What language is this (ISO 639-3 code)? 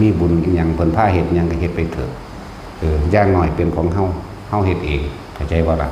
tts